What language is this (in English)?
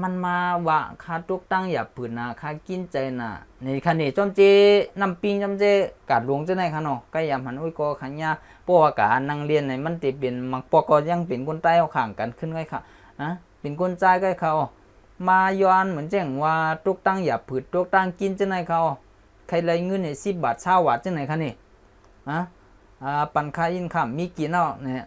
Shan